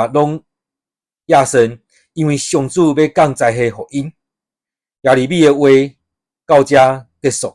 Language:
Min Nan Chinese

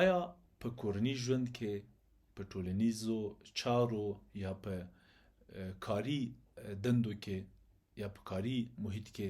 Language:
Pashto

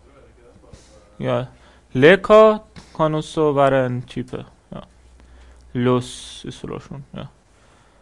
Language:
Norwegian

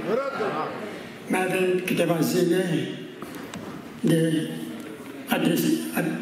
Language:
Romanian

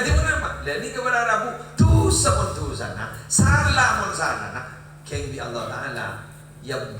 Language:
Madurese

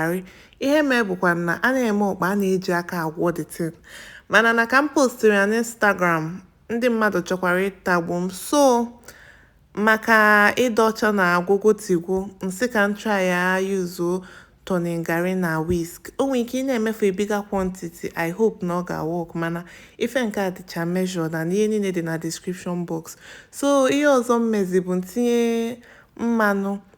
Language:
Igbo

